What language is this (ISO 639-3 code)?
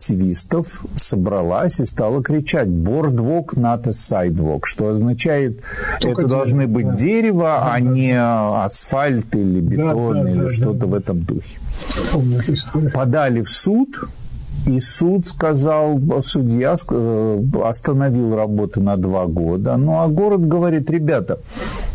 rus